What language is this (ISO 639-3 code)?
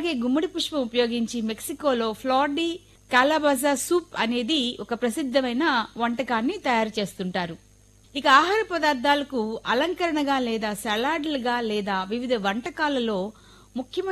tel